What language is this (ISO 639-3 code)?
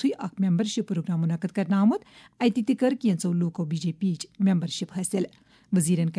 kas